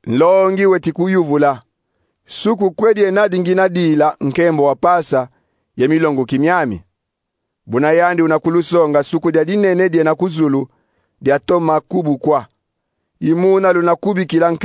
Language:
Kongo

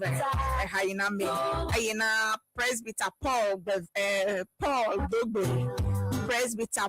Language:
Ewe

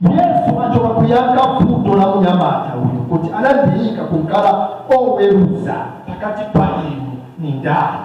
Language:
Nyanja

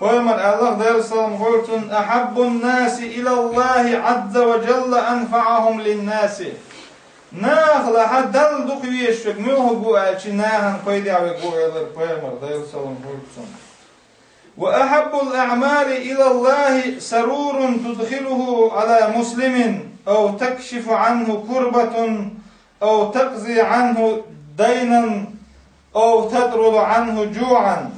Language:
Chechen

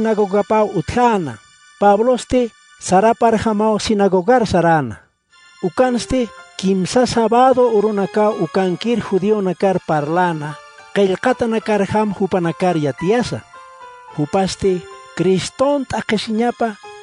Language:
Aymara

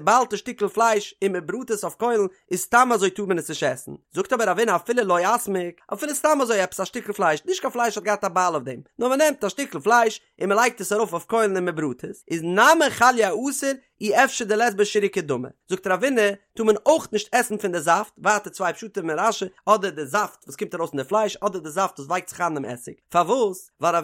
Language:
Yiddish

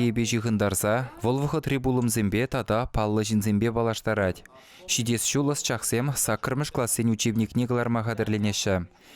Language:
Chuvash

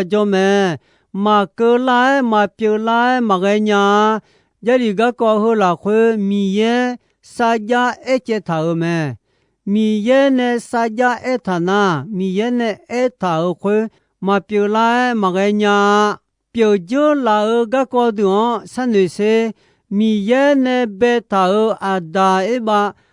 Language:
Akha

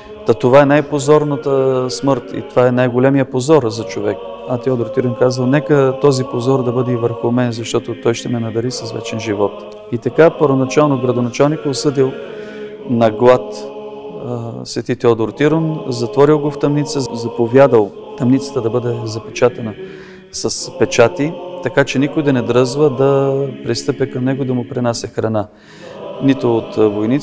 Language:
Bulgarian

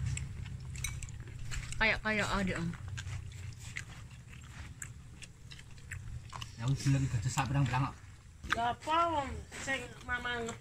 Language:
Javanese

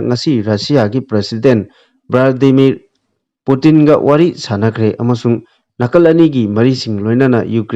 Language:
Manipuri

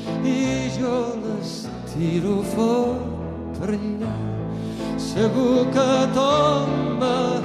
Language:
Occitan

